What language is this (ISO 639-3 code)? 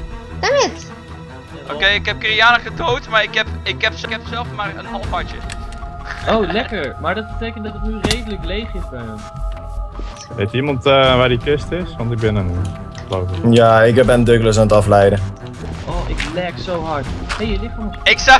nld